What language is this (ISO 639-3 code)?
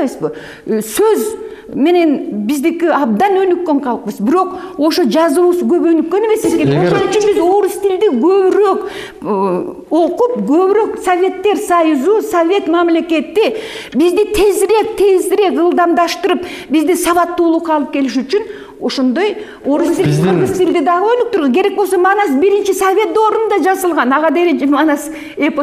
kir